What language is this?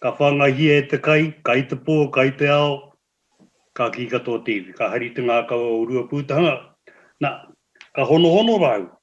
Māori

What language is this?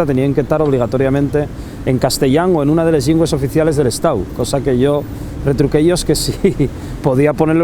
Asturian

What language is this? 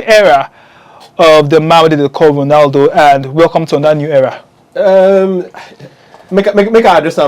Nigerian Pidgin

